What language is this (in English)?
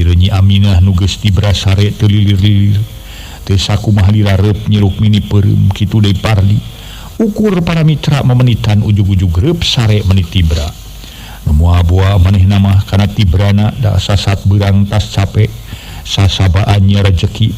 Sundanese